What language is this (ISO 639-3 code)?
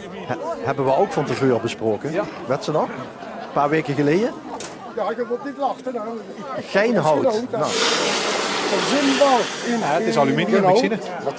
lim